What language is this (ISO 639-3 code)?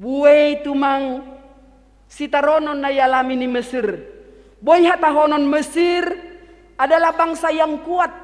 bts